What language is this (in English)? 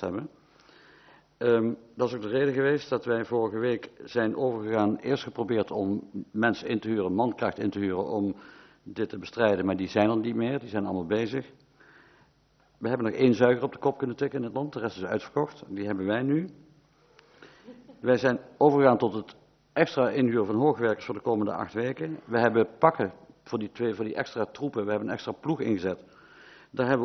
Dutch